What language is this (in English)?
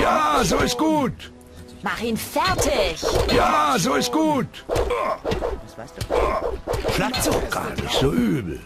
Bavarian